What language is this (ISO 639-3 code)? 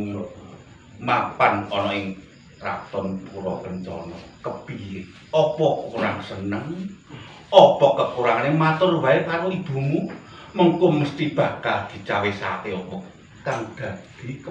jav